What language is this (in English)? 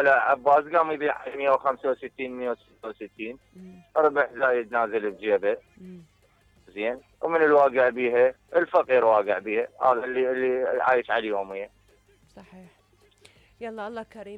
Mesopotamian Arabic